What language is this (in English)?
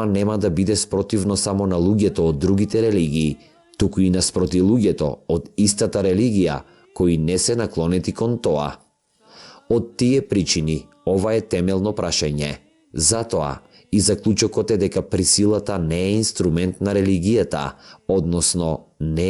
Macedonian